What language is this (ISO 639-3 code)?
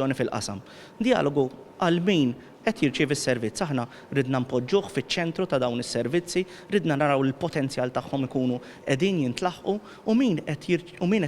mlt